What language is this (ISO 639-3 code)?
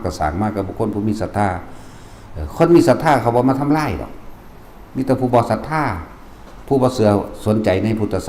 tts